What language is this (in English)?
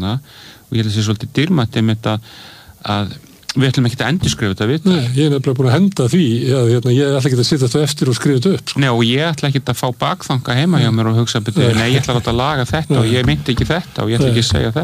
Icelandic